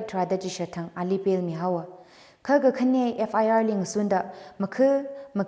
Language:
Tangkhul Naga (India)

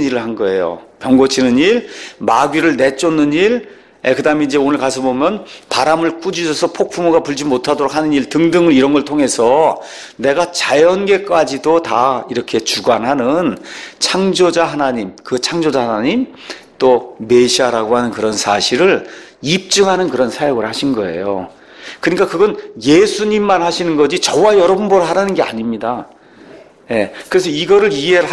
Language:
Korean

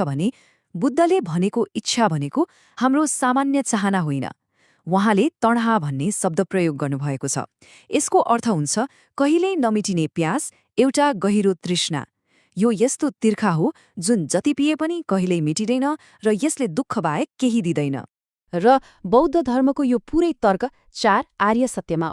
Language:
Nepali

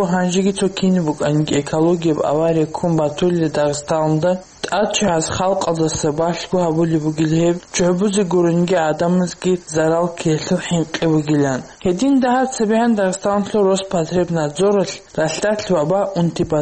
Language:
Avaric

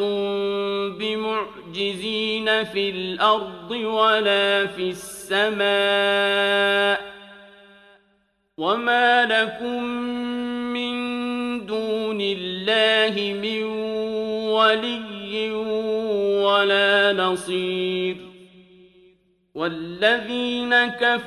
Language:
Arabic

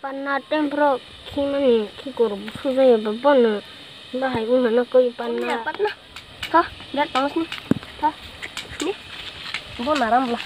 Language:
Kok Borok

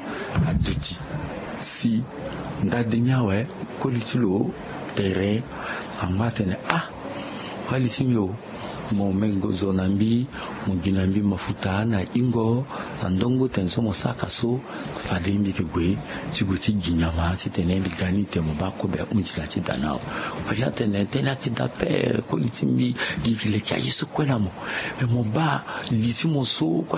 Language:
Sango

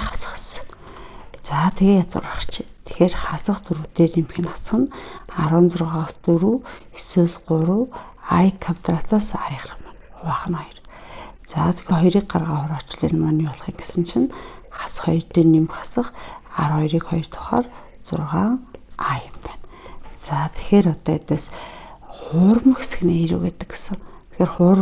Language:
Mongolian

